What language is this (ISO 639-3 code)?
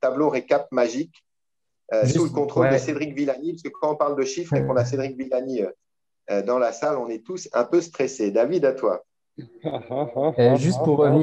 fra